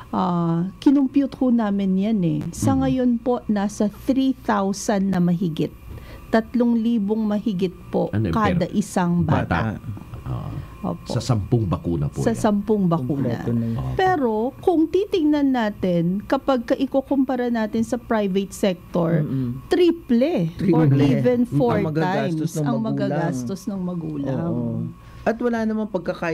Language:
Filipino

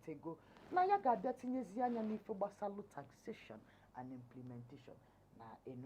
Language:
Igbo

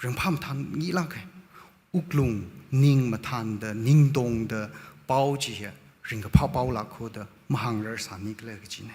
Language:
Tangkhul Naga (India)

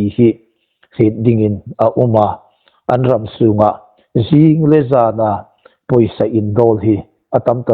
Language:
Hmar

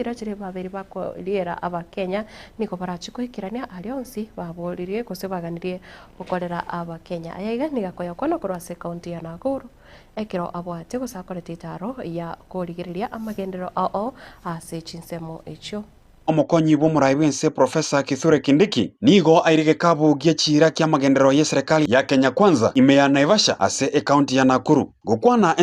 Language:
Gusii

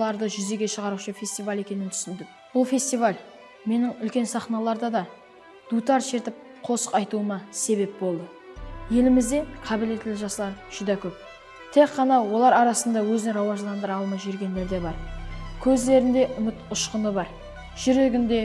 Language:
Kara-Kalpak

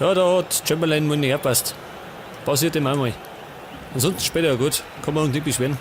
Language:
Bavarian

